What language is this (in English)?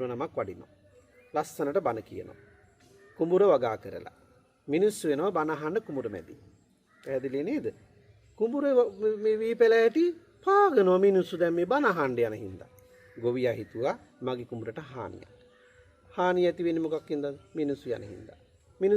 Sinhala